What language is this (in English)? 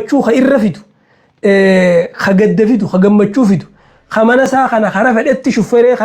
Oromo